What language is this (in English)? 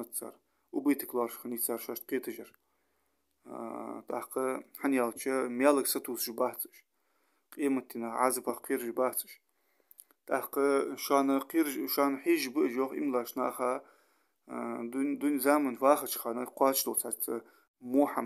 Ingush